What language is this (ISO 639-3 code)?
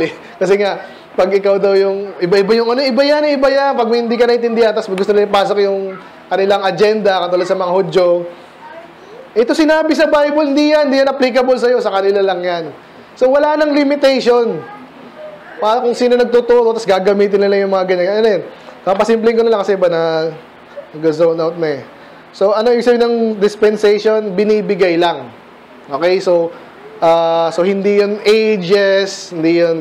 fil